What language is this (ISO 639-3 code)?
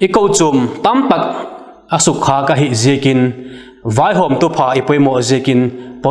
vap